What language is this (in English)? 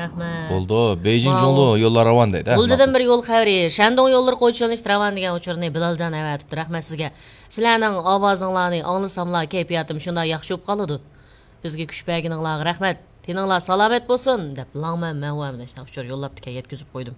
Uyghur